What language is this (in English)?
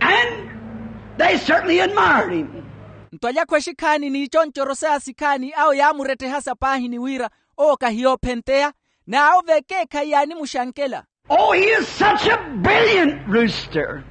Makhuwa